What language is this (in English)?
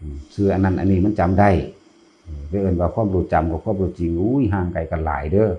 Northeastern Thai